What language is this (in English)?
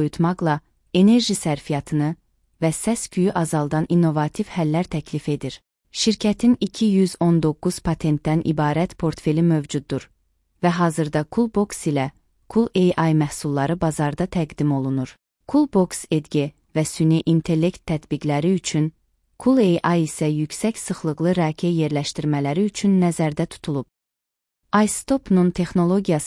Azerbaijani